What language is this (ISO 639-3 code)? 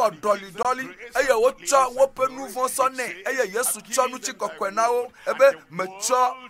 ewe